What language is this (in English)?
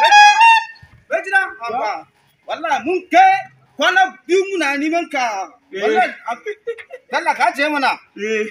Hausa